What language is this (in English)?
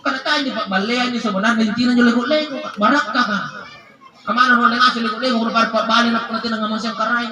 Makasar